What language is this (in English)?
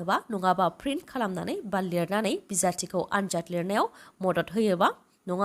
Bodo